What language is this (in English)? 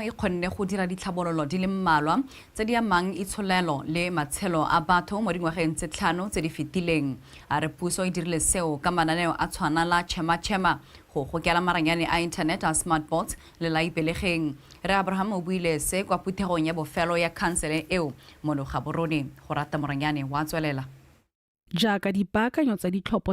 Tswana